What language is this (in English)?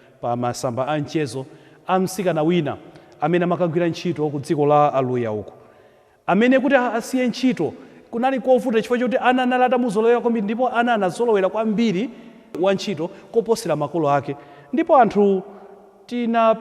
Nyanja